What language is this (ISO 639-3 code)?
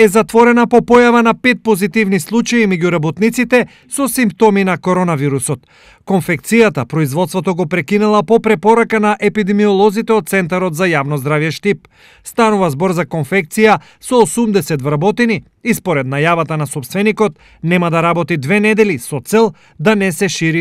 mkd